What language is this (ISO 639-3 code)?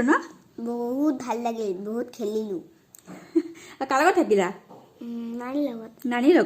asm